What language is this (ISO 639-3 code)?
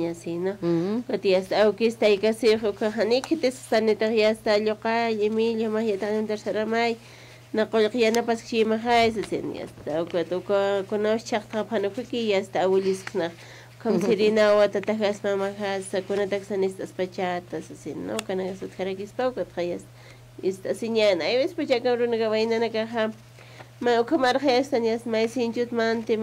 aym